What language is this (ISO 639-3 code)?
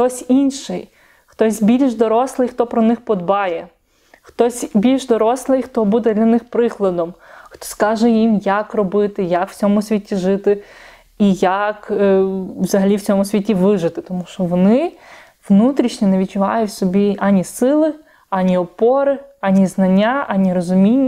ukr